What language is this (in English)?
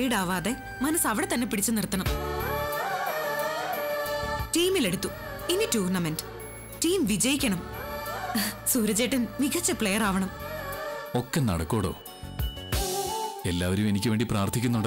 Malayalam